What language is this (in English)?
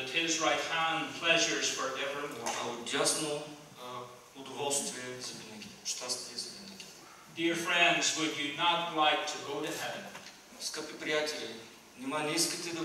Bulgarian